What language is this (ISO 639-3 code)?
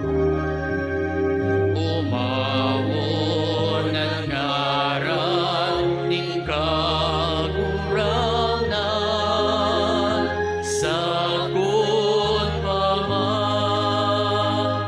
bik